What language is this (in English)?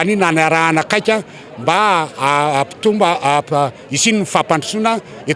Malagasy